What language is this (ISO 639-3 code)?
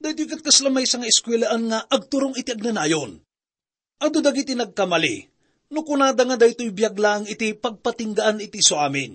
ilo